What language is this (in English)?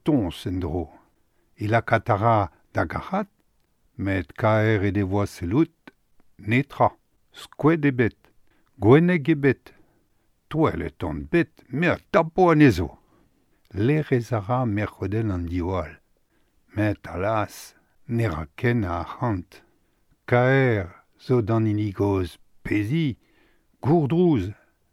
Breton